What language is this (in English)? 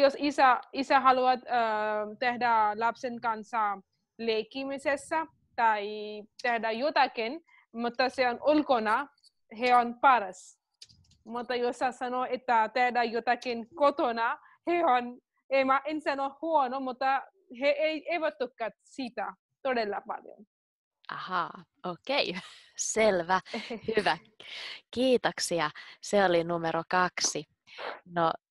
Finnish